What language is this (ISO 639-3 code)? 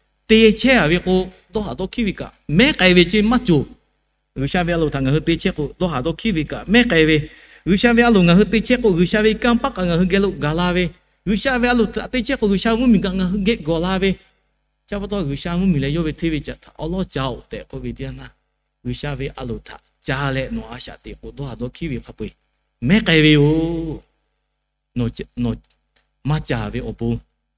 lhu